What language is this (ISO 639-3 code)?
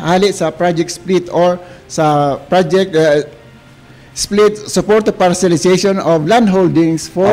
bik